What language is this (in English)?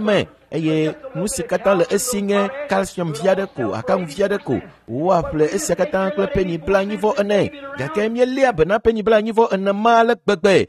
Ewe